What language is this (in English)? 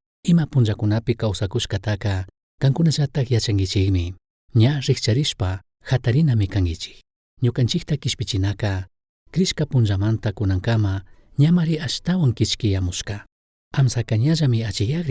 Chimborazo Highland Quichua